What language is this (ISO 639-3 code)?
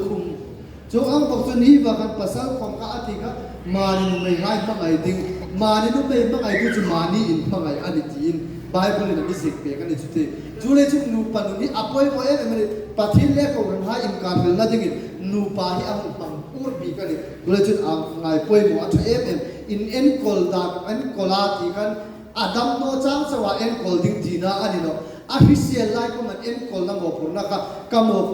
hmr